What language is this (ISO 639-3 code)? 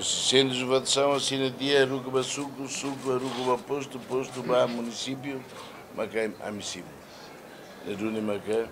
tet